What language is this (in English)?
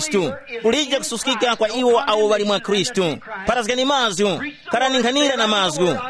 Tumbuka